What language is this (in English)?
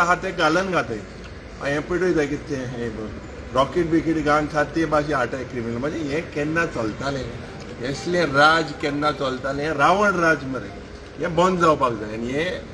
Konkani